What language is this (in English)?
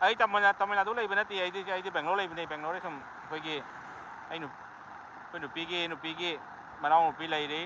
Manipuri